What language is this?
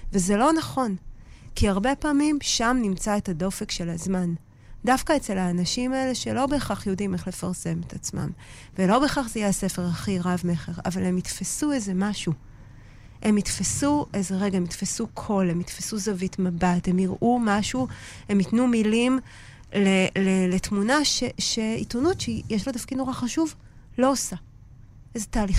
Hebrew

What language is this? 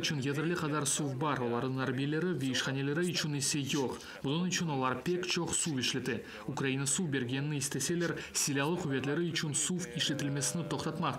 Crimean Tatar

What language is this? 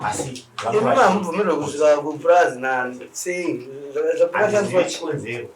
Shona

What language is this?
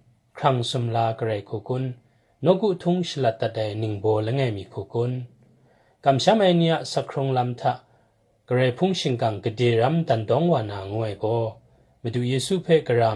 Kachin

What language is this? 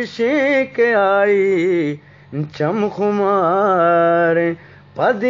Eastern Balochi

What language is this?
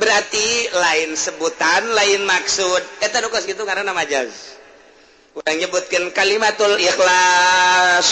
Sundanese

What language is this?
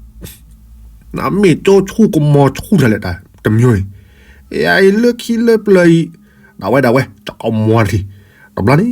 S'gaw Karen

